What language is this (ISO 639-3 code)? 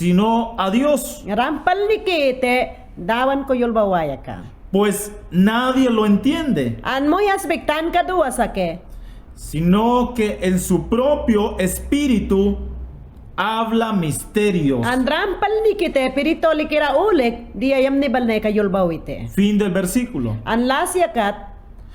yan